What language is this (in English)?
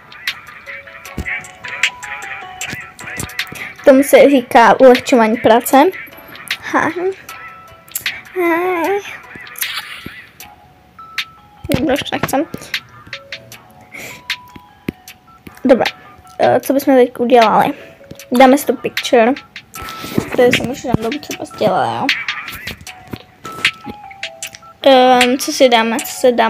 Czech